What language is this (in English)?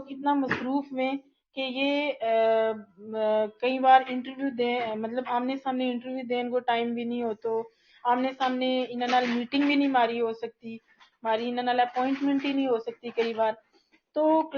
Gujari